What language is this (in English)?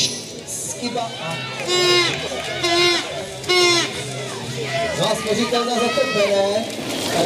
Czech